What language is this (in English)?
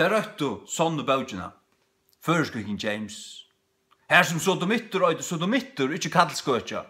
Faroese